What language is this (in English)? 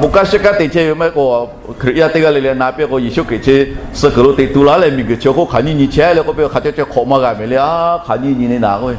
Lahu